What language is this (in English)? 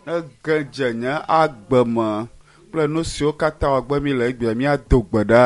Ewe